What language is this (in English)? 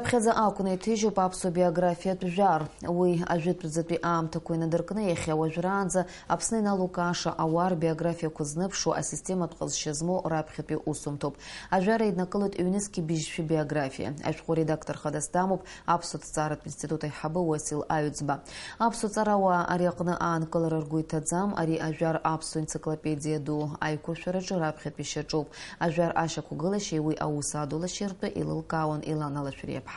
Abkhazian